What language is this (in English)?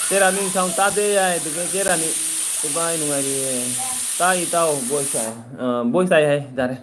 Manipuri